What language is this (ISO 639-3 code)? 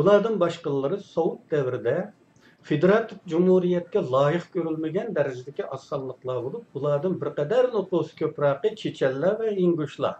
uig